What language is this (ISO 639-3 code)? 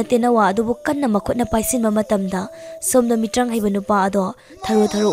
mni